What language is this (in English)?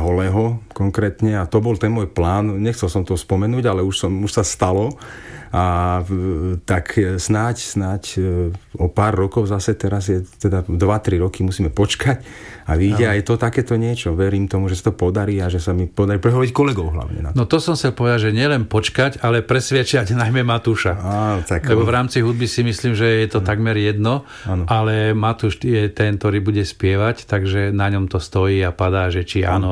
Slovak